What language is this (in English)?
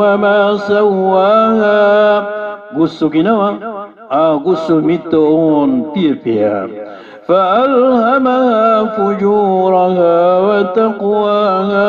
Maranao